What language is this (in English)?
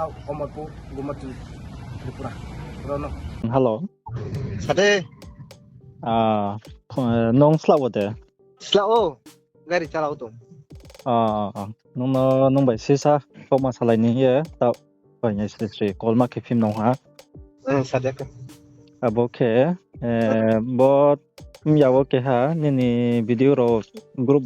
Riang (India)